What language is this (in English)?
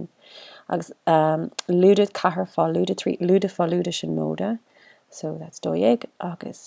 Irish